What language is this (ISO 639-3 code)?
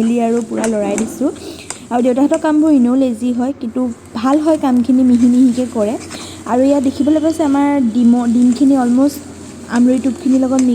asm